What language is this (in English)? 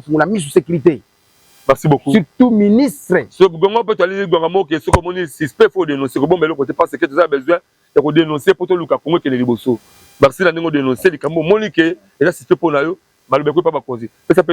Lingala